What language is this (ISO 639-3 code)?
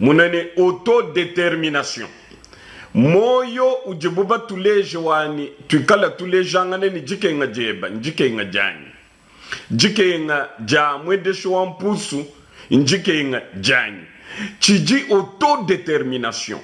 lua